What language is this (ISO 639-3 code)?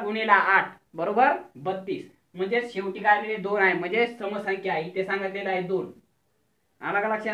mar